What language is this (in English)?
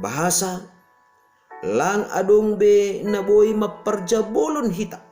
Batak Simalungun